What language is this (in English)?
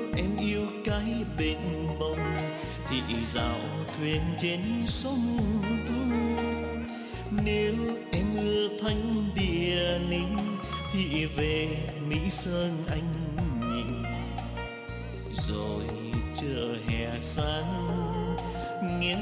Vietnamese